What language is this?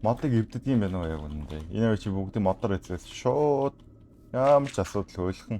Mongolian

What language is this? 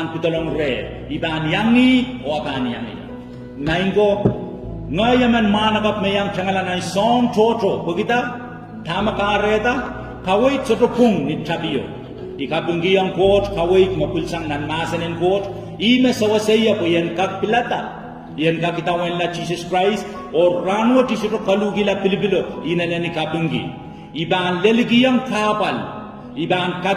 Pohnpeian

